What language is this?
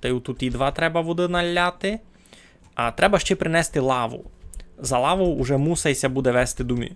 Rusyn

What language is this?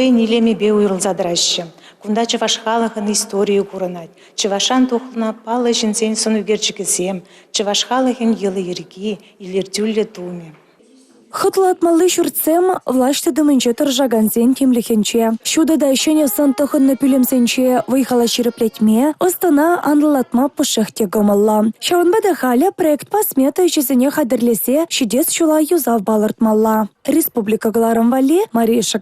Chuvash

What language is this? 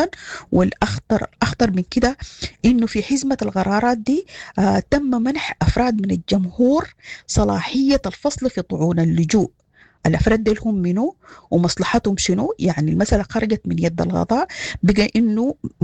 Sudanese Arabic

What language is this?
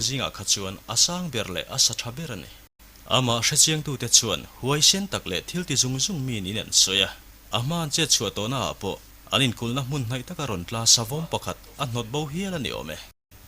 Mizo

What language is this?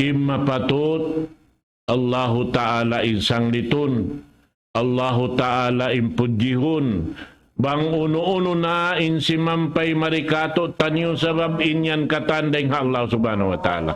Tausug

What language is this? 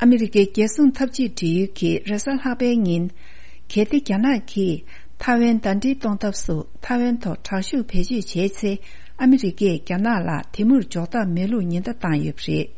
Tibetan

